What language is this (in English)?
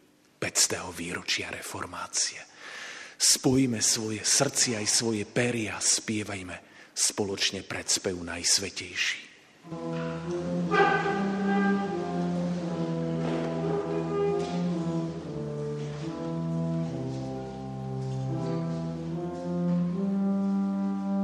Slovak